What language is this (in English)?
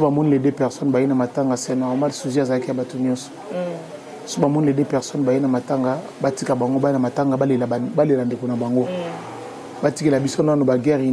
Lingala